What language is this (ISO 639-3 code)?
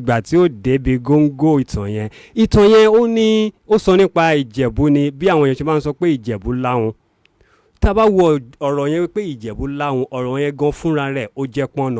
yor